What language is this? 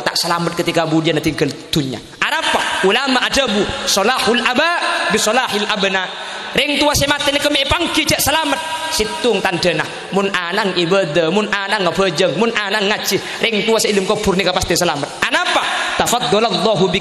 Madurese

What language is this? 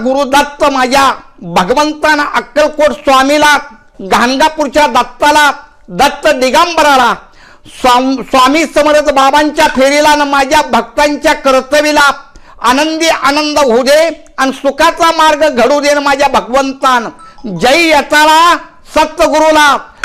Marathi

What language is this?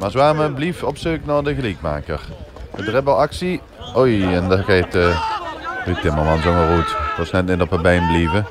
Limburgish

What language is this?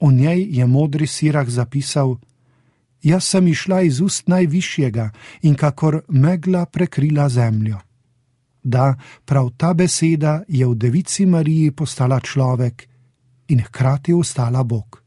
Slovenian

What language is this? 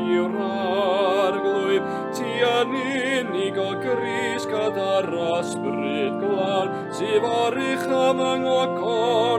Welsh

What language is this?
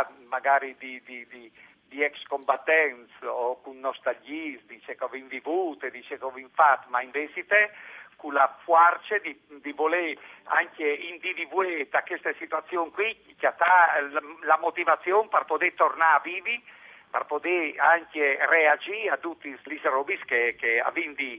Friulian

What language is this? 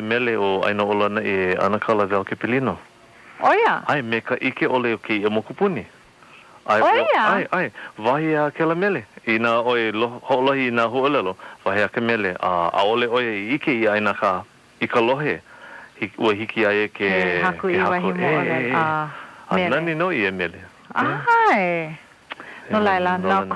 Hawaiian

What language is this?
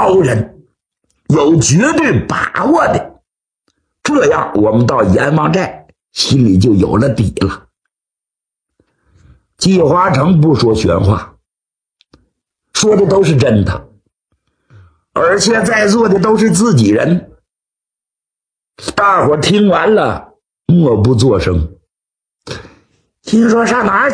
Chinese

